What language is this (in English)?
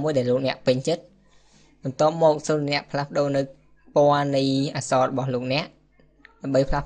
Khmer